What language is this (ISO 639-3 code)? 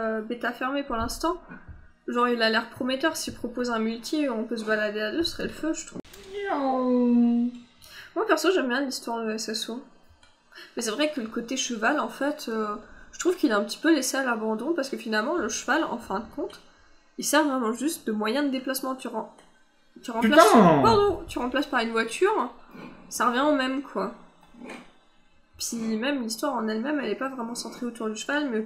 fra